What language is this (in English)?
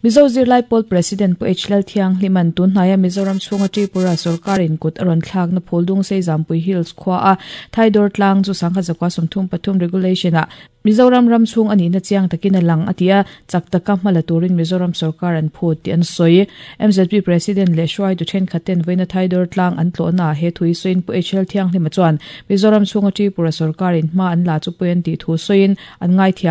Mizo